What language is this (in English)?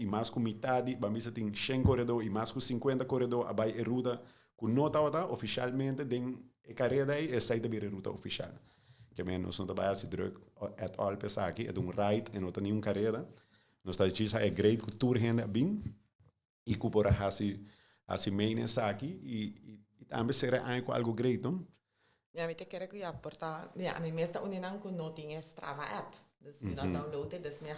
Papiamento